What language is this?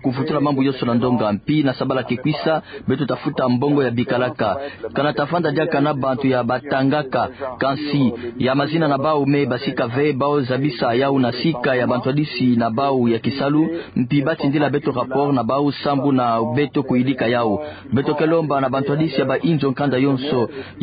Kituba (Democratic Republic of Congo)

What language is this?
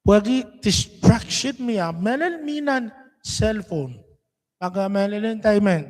Pohnpeian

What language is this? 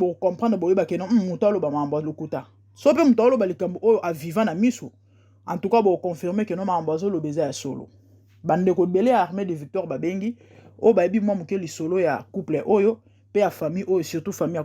Lingala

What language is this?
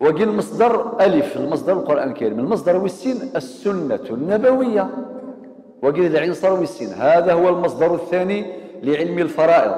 Kabyle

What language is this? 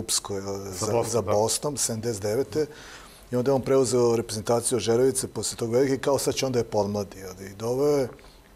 Serbian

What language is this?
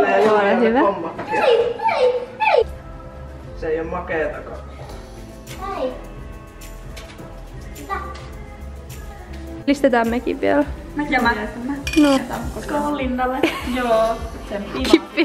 Finnish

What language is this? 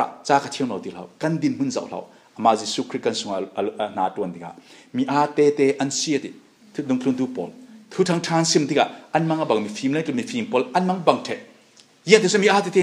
Falam Chin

